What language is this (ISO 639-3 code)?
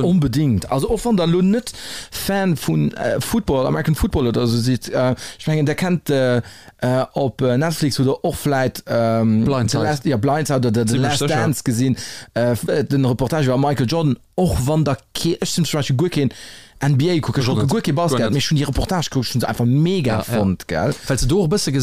ltz